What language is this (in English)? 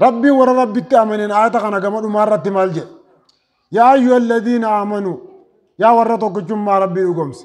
Oromo